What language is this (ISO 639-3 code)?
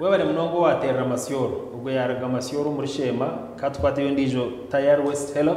nyn